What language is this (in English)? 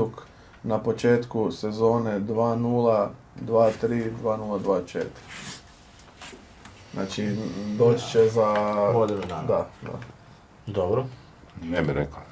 Croatian